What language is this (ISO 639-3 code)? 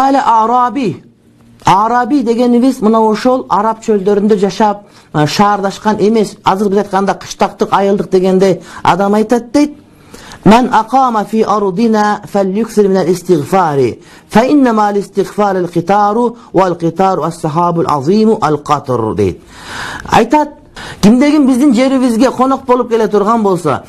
kir